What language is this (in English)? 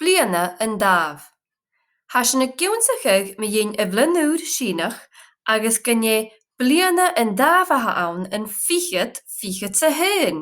Scottish Gaelic